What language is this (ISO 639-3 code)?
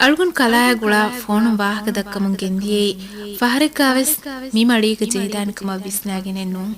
div